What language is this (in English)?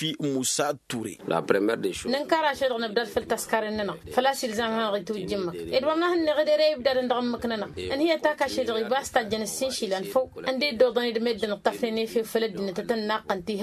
Tamasheq